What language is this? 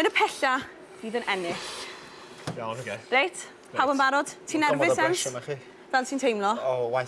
Welsh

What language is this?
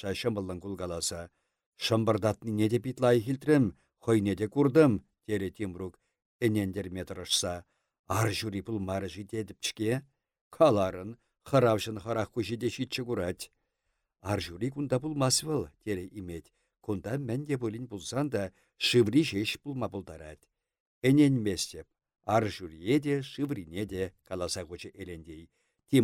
Chuvash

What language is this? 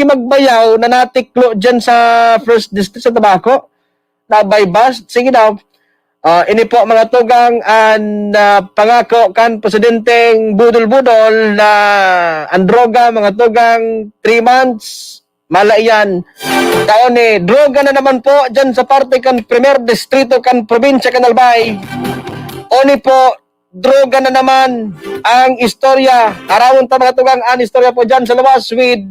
Bikol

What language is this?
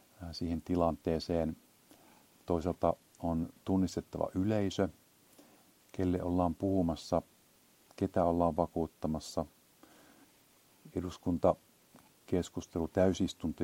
Finnish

